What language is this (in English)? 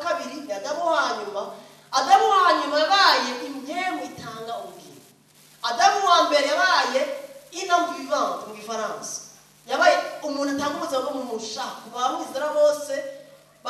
Rundi